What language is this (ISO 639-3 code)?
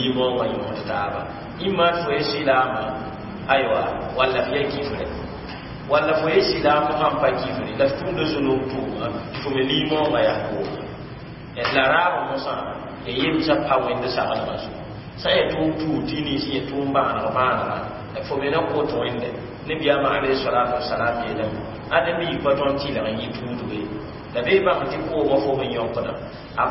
mos